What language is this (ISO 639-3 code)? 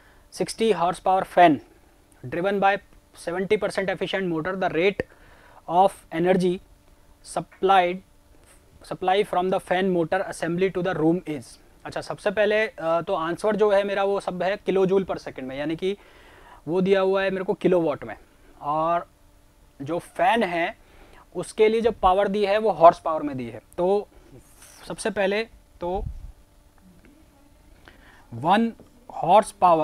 hin